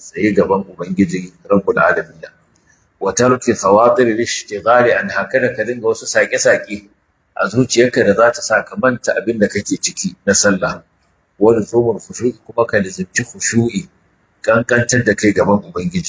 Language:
Hausa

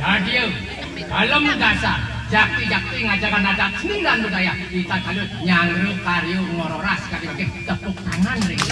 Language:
Balinese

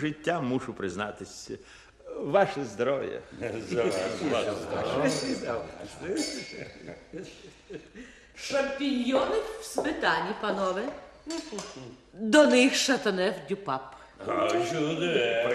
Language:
Ukrainian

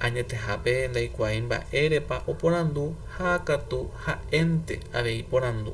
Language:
Guarani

